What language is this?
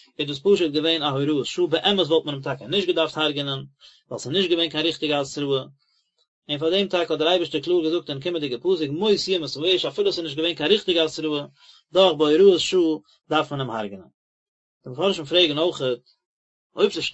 Yiddish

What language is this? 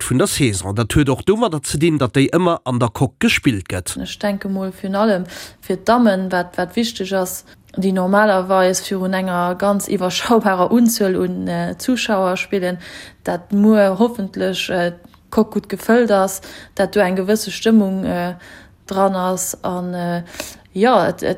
Luxembourgish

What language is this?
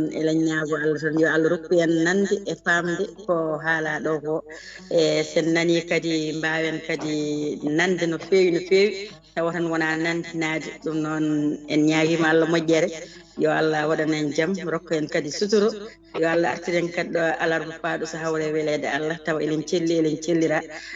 Fula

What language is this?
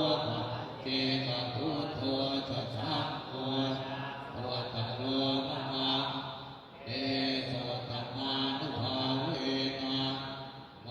Pali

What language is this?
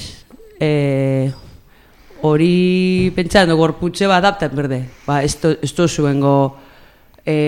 Basque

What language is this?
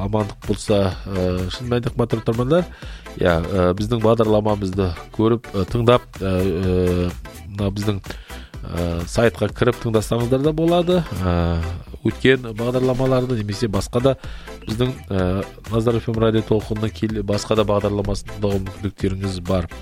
Kazakh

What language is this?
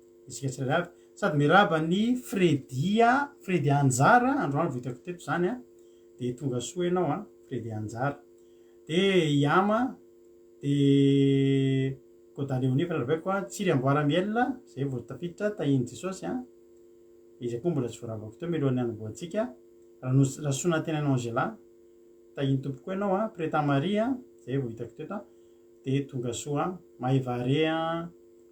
Malagasy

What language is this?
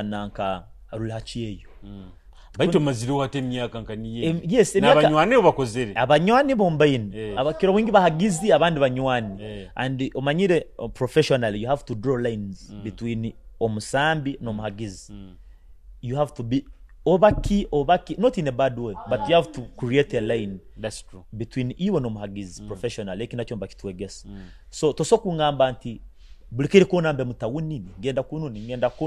Nyoro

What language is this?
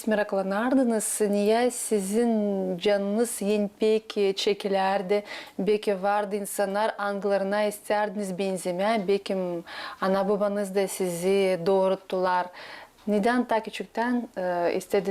Gagauz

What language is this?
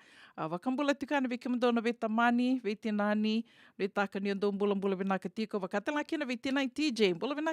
Fijian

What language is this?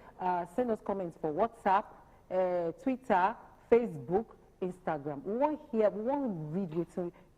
Nigerian Pidgin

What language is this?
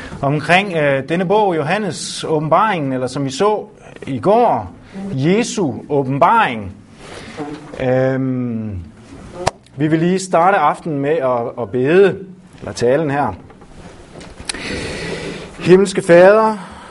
Danish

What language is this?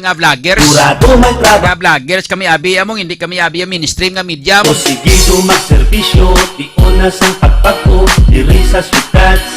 Hiligaynon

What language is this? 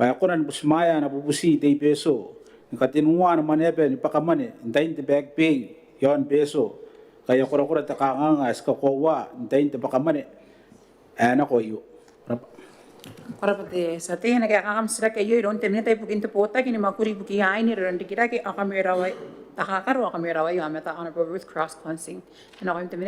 Gilbertese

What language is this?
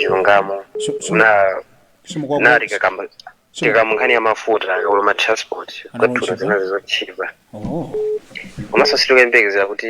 Nyanja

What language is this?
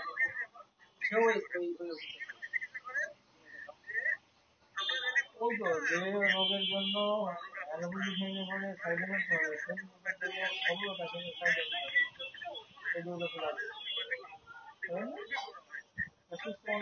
Bangla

